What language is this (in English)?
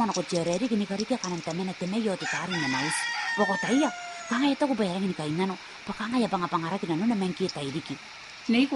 Gilbertese